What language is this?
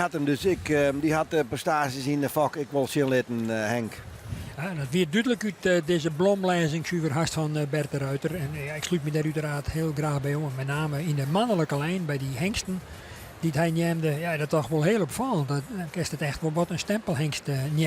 Western Frisian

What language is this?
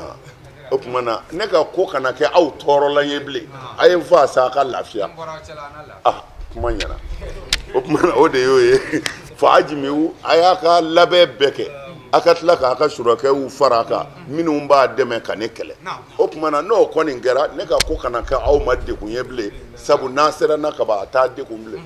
Bambara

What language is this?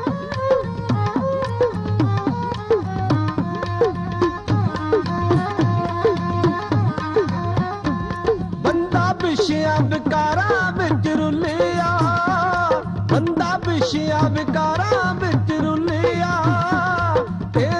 Punjabi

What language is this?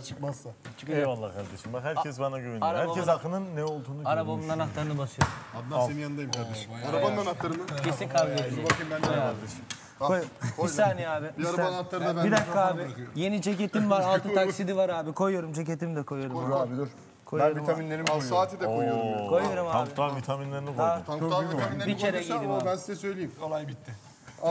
Turkish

